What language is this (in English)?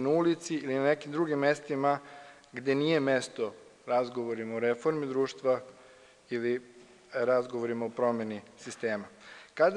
Serbian